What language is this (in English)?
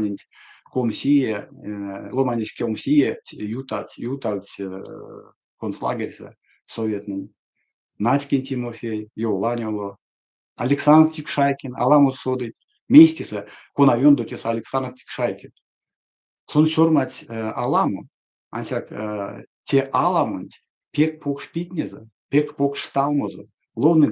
Erzya